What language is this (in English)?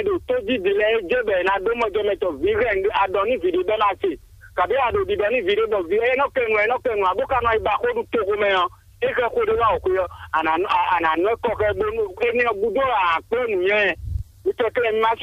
Fon